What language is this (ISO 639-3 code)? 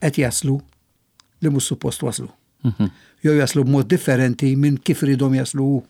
mlt